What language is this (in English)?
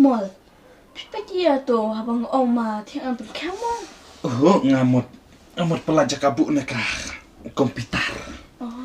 Khasi